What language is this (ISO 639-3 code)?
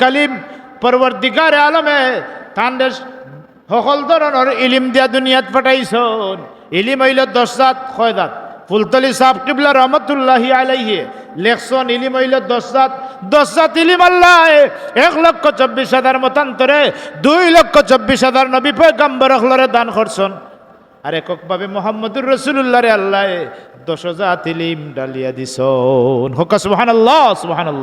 syl